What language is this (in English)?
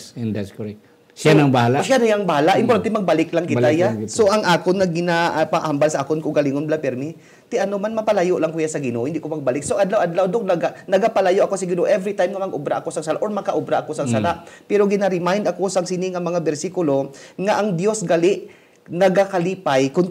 Hiligaynon